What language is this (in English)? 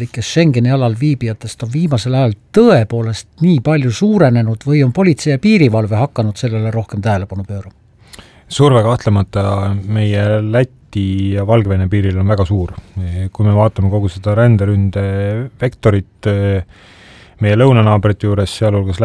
Estonian